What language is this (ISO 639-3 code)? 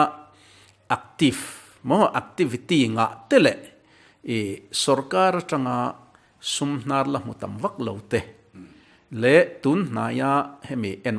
lus